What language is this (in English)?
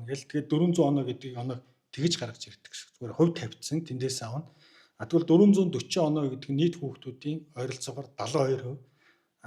Mongolian